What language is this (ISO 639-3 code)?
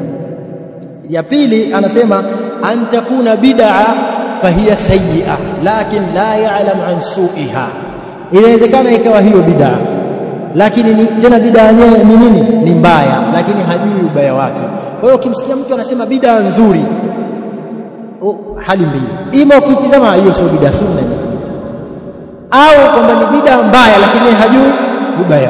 swa